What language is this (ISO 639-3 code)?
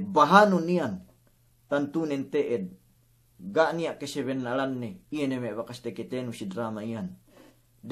yka